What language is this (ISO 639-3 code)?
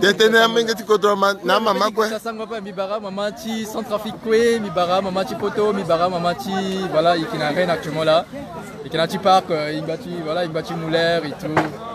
sag